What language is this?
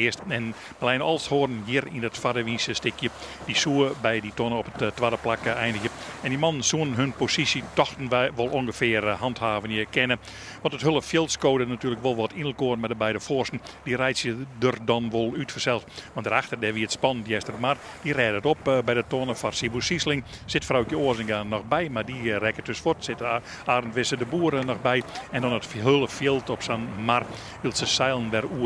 Western Frisian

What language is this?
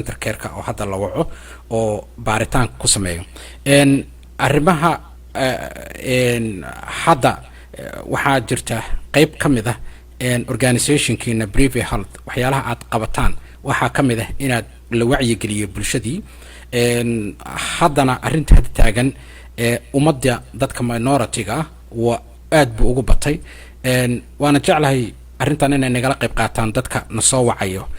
Somali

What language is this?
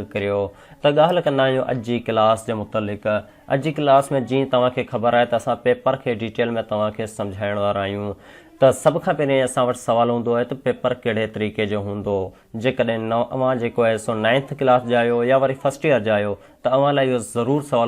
Sindhi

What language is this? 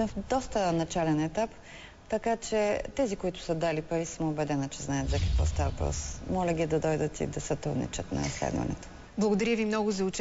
Bulgarian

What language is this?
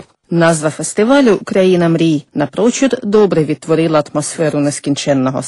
Ukrainian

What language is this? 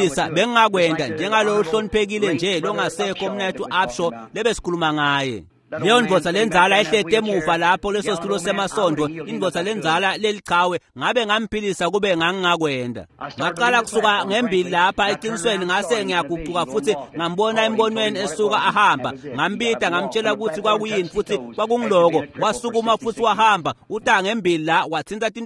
Swati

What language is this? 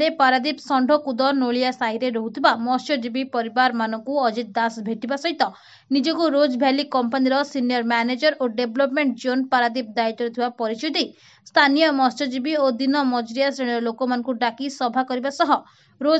Odia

